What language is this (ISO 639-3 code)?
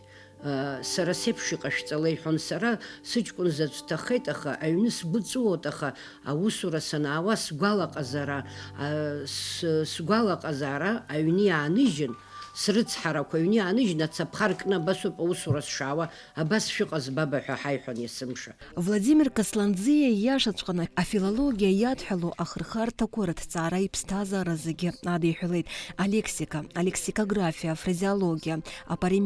abk